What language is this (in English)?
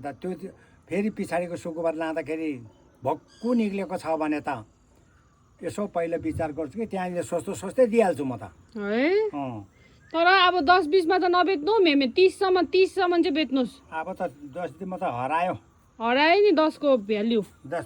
Nepali